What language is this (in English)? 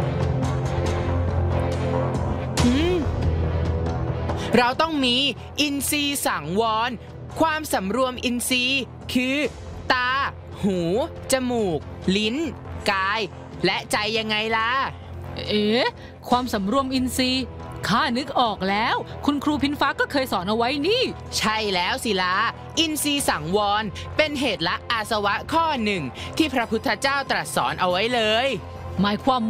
Thai